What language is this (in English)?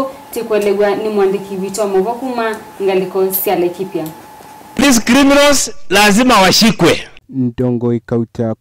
Kamba